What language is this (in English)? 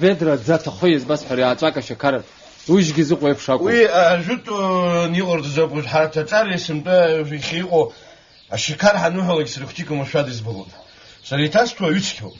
Abkhazian